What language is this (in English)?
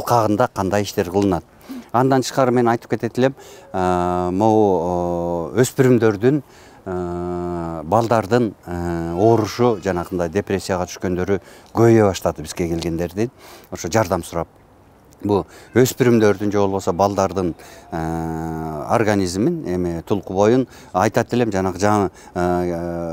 Kyrgyz